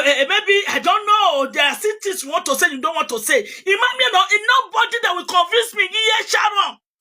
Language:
Nigerian Pidgin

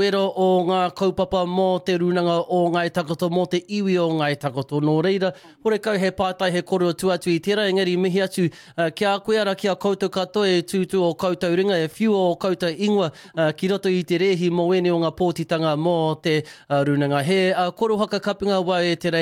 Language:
Māori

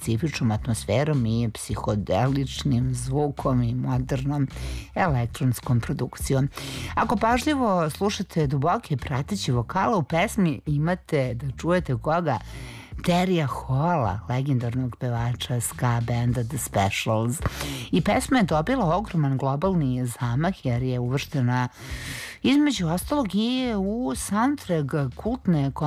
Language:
Serbian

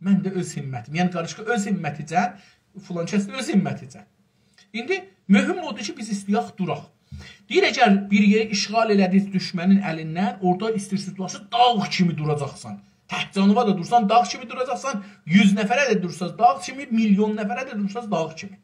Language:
South Azerbaijani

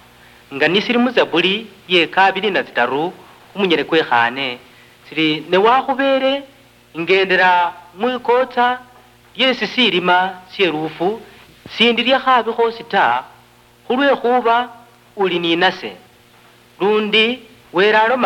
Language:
Luyia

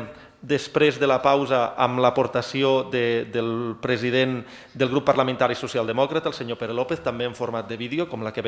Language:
Catalan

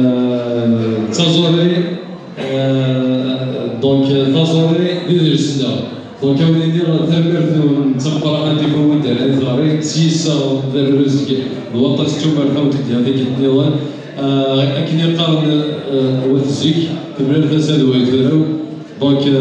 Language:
Kabyle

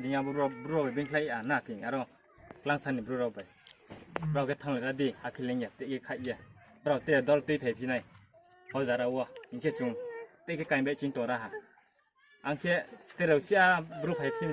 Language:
Riang (India)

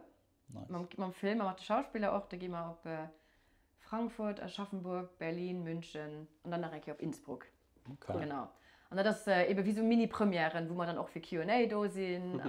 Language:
Luxembourgish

